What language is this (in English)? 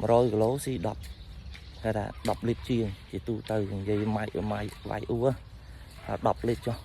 Khmer